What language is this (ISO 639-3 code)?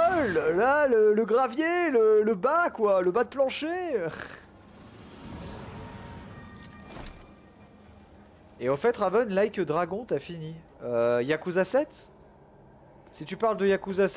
fra